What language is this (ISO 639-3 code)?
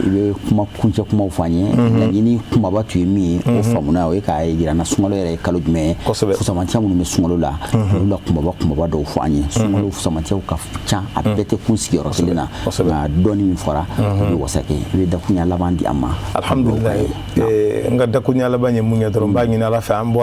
bam